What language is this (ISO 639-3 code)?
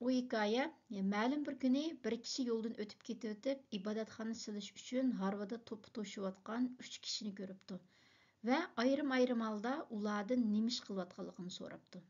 uig